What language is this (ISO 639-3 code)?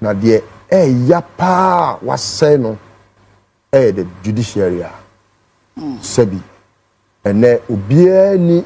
aka